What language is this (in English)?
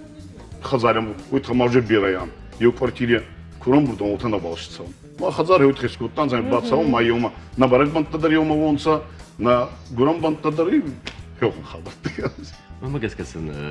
Ossetic